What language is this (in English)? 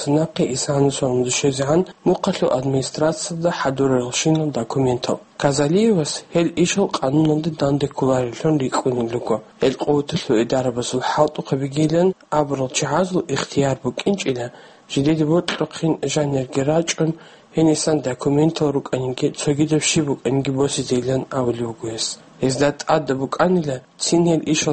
Avaric